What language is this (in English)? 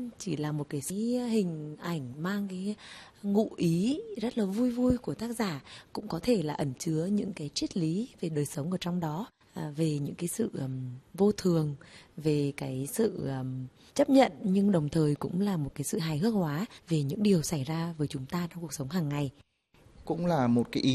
Vietnamese